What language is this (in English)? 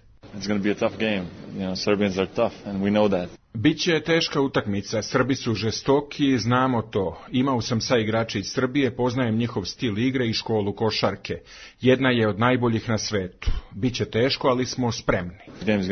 Serbian